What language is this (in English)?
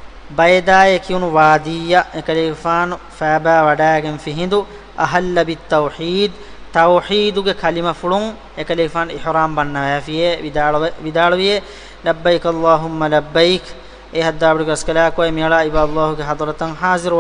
Divehi